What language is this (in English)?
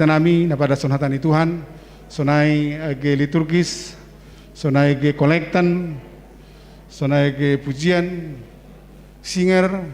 Batak Simalungun